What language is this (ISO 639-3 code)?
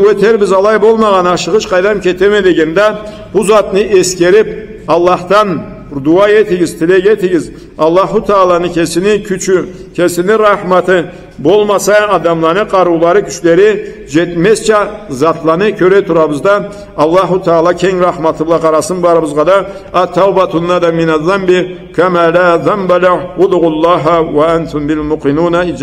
krc